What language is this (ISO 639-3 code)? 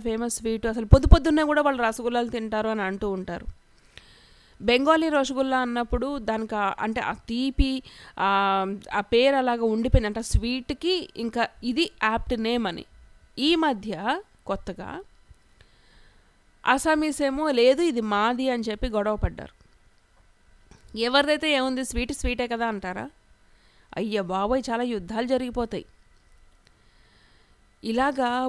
tel